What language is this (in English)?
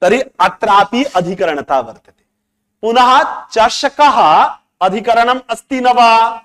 Sanskrit